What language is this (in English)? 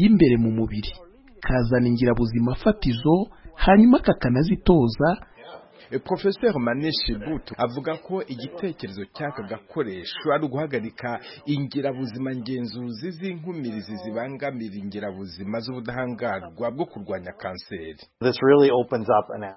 Kinyarwanda